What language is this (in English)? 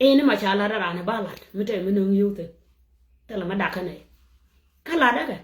Nuer